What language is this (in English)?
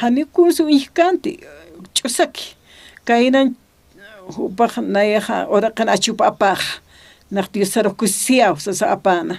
Aymara